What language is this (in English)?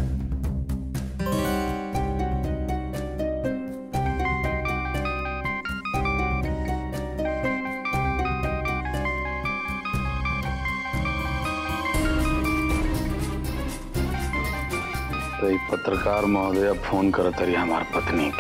Bhojpuri